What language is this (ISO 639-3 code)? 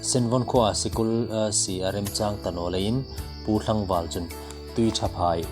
hmr